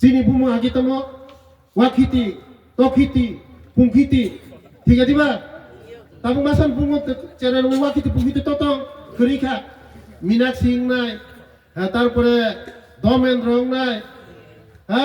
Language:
Riang (India)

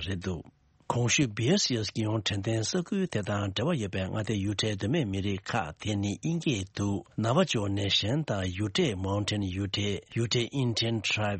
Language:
Tibetan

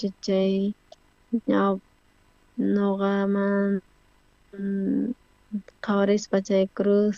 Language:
South Bolivian Quechua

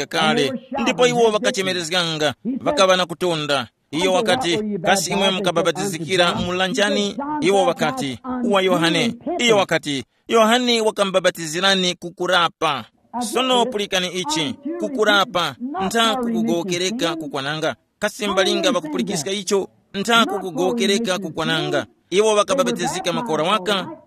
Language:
Tumbuka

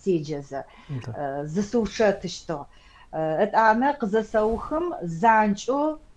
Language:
Adyghe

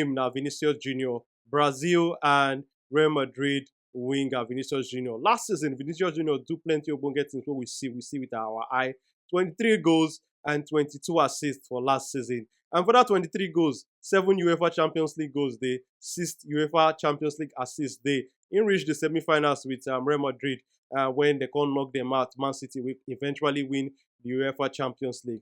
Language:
Nigerian Pidgin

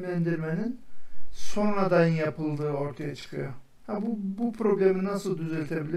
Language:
Turkish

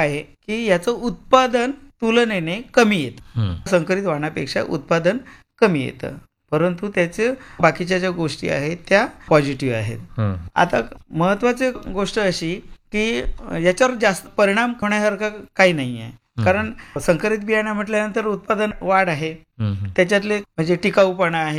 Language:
Marathi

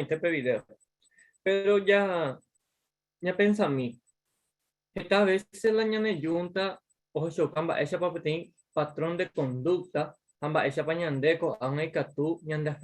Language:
Guarani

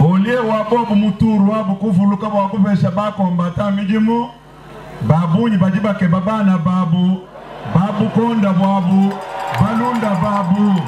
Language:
Luba-Lulua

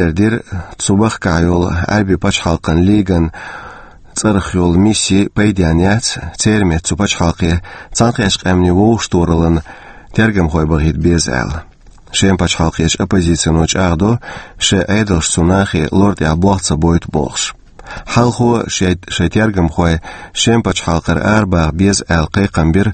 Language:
Chechen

